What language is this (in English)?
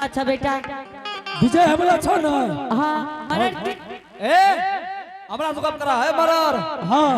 Angika